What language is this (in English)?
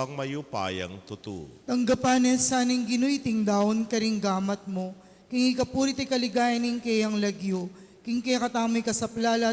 Pampanga